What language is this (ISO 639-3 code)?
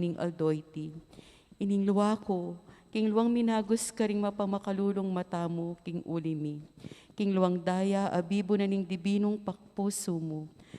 pam